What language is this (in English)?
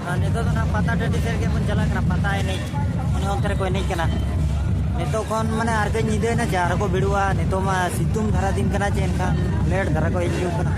Santali